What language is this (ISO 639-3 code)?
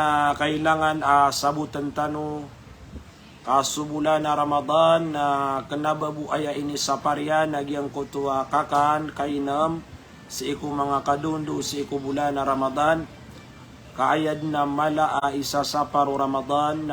mrw